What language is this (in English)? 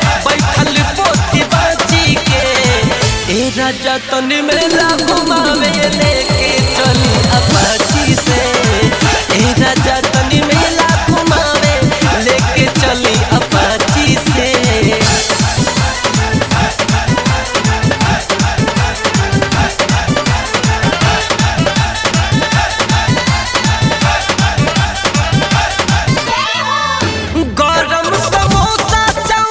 Bhojpuri